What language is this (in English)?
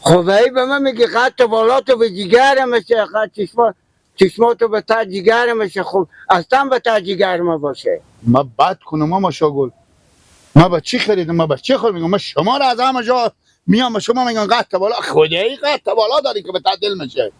Persian